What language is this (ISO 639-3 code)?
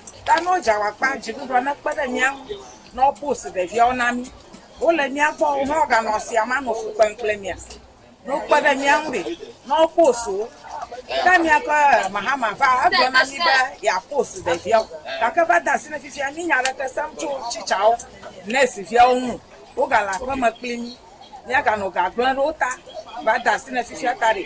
ewe